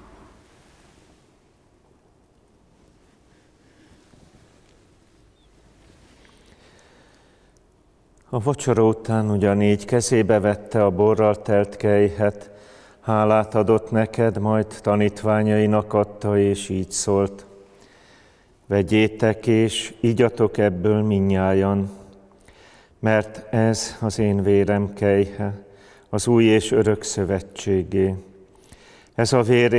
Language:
Hungarian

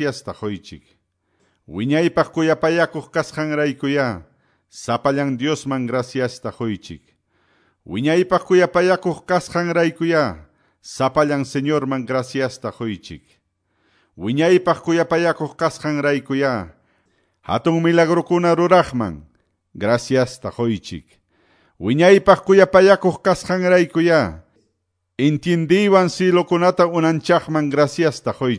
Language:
Quechua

